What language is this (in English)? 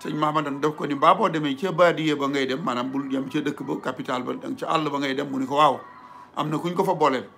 Wolof